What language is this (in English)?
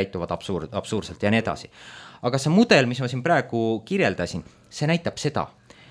Estonian